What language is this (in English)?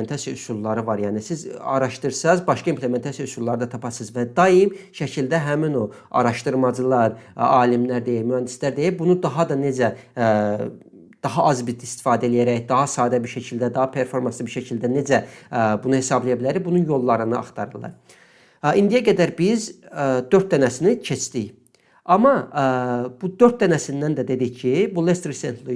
Azerbaijani